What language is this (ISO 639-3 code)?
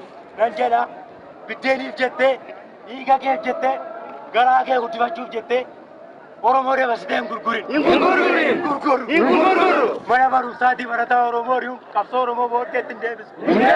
orm